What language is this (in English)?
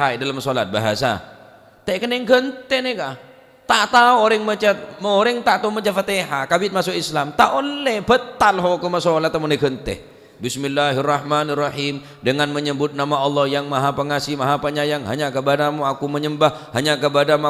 Madurese